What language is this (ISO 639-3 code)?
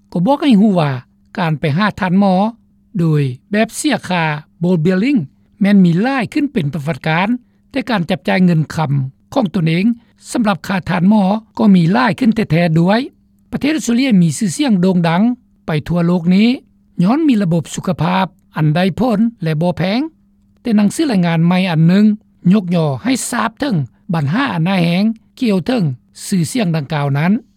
lao